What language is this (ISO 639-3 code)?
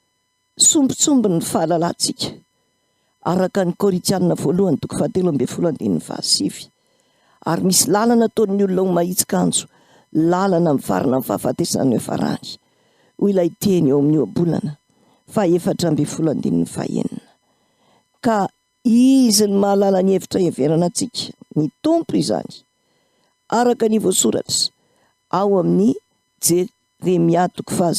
mlg